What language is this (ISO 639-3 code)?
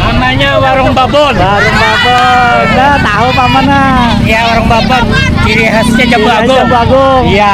bjn